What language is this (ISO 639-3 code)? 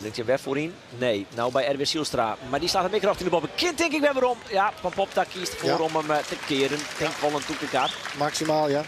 fry